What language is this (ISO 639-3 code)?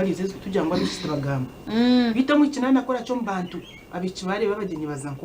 nyn